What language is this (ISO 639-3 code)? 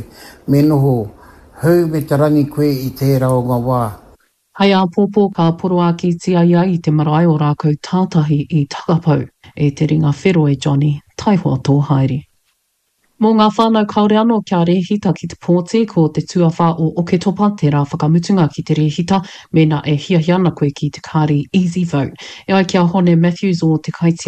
mri